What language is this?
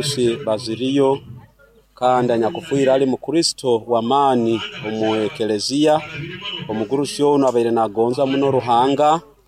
Nyankole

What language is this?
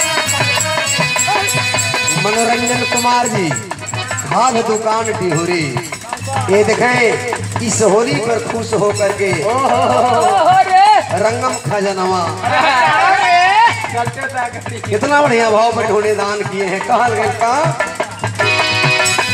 Bhojpuri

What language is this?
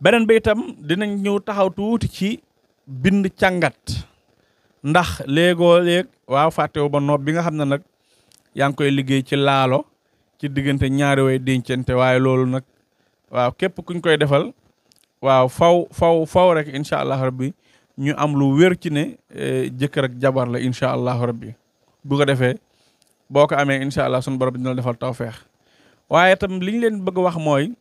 Wolof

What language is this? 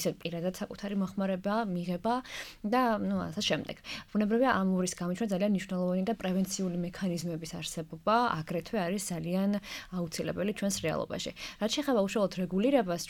Georgian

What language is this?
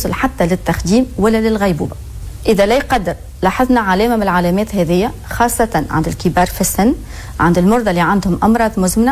Tunisian Arabic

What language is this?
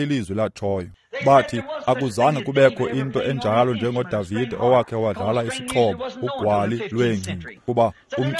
Xhosa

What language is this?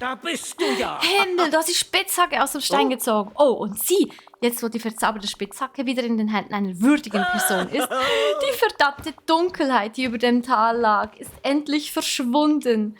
Swiss German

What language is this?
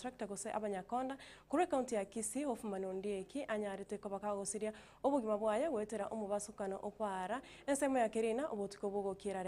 Gusii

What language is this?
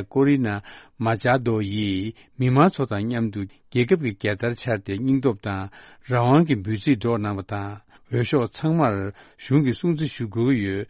Tibetan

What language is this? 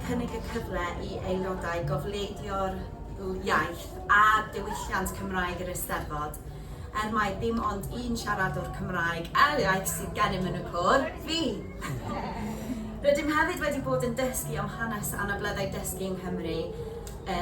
Welsh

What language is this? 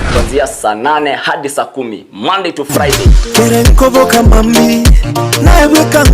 Gusii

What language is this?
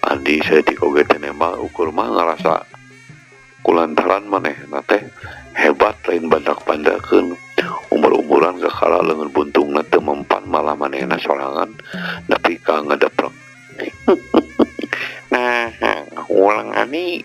Sundanese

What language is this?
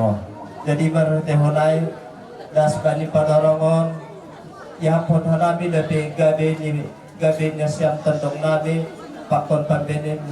Batak Simalungun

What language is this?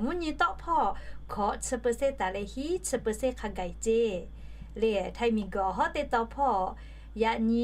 Lahu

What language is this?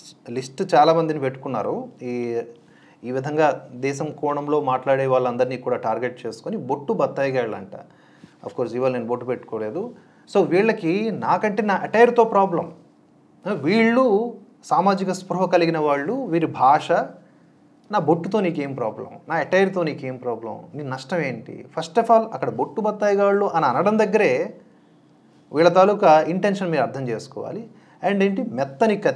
Telugu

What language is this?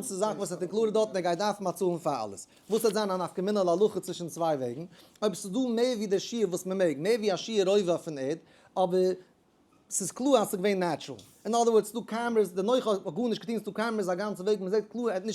Yiddish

